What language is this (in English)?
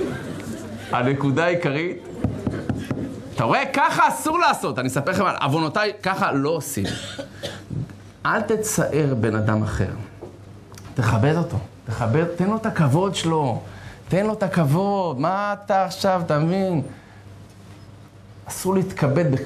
Hebrew